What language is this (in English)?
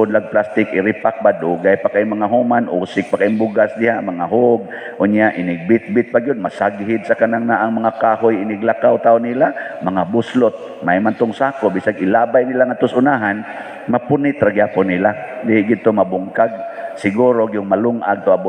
Cebuano